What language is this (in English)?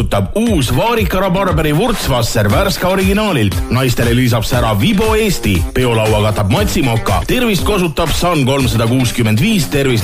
Estonian